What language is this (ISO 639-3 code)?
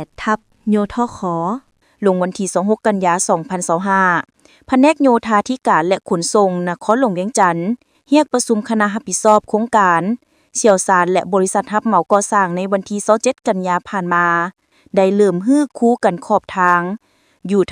lao